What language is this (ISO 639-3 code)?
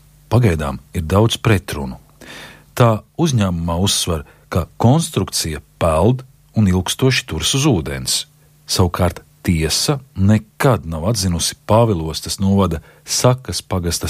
lav